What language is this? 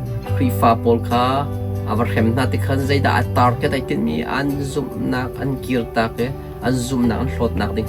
Hakha Chin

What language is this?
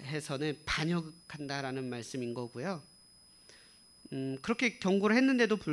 Korean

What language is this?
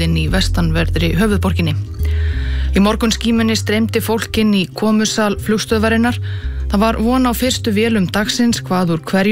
Icelandic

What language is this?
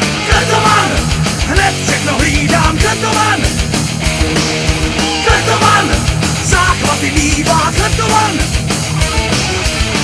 Czech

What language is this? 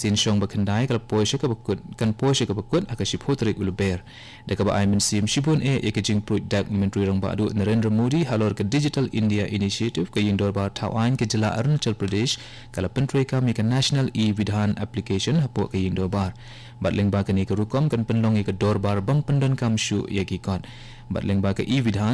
Khasi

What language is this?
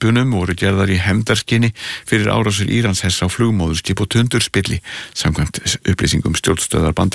Icelandic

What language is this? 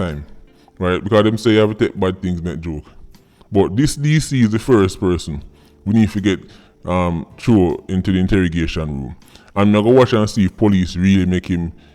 Jamaican Creole English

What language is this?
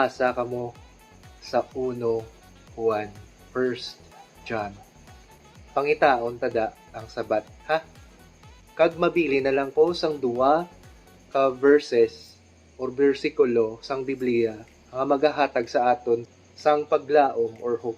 Hiligaynon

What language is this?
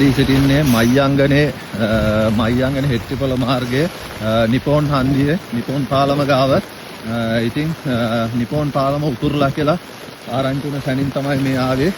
Sinhala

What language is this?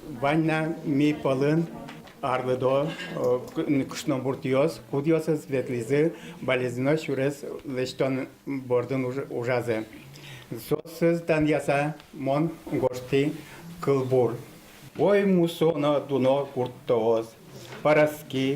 Udmurt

